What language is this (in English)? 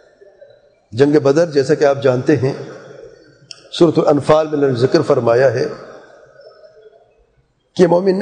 Urdu